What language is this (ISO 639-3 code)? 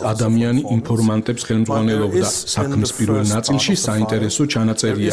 kat